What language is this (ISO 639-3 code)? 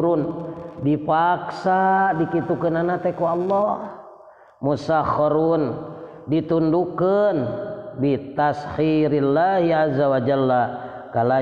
sun